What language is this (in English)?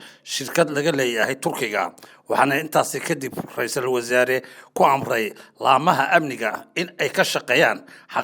Somali